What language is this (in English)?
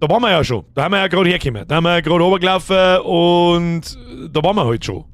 Bavarian